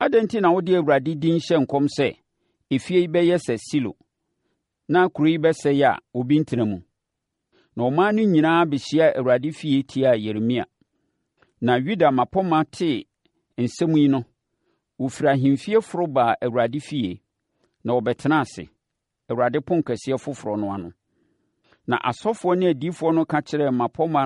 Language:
Akan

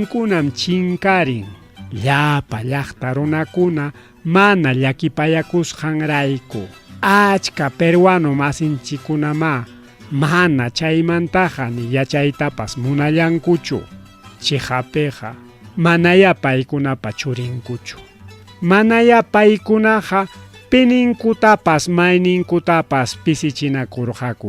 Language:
Ayacucho Quechua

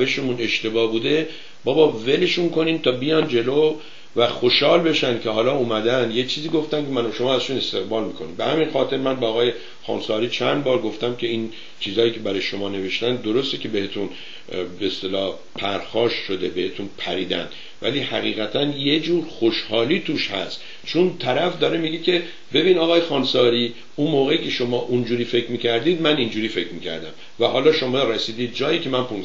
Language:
Persian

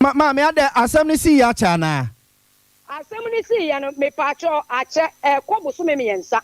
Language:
Akan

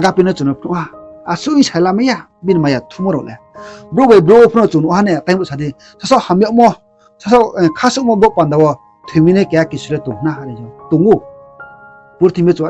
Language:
Riang (India)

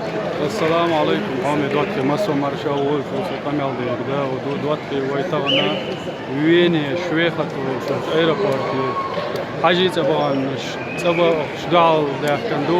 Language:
Chechen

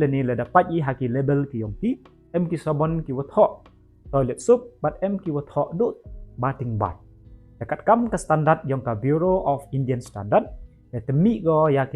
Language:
Pnar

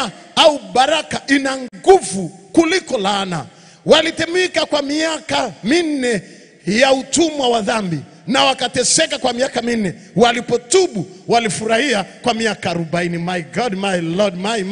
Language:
Swahili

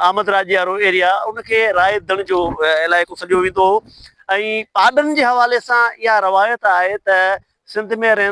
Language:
Sindhi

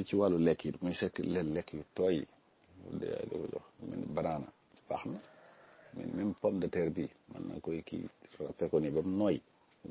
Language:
Wolof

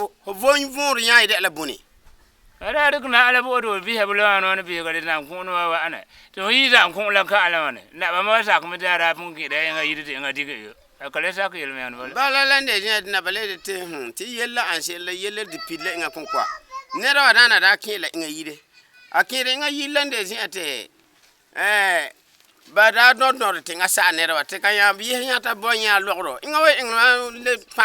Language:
Frafra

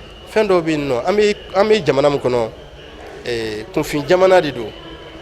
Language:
Bambara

